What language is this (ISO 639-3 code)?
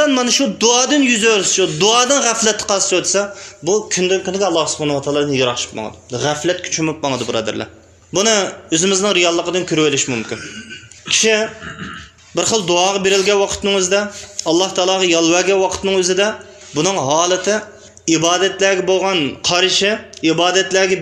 uig